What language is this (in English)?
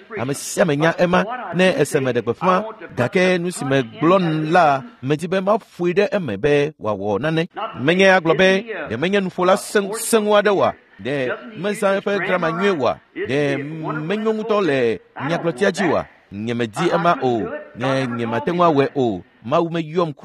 Ewe